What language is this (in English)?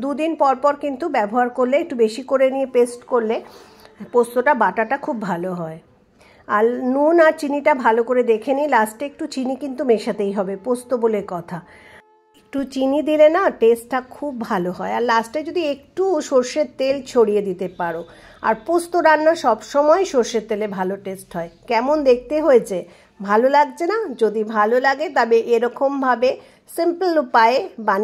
Bangla